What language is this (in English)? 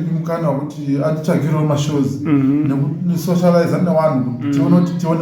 Shona